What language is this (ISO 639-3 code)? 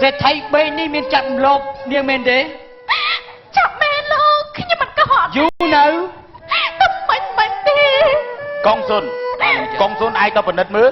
khm